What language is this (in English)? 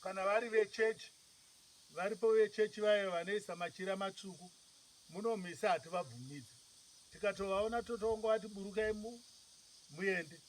Shona